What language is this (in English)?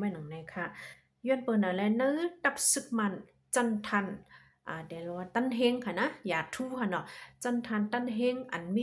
Shan